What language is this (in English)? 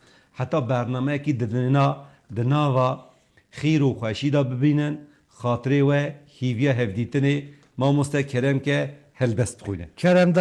Kurdish